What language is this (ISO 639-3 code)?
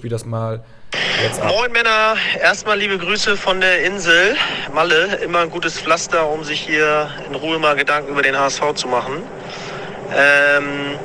deu